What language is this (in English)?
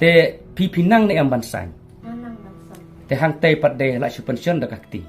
Khasi